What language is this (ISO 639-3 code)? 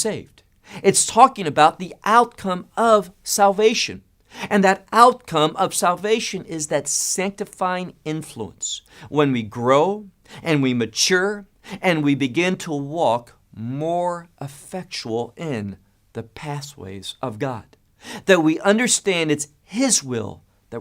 eng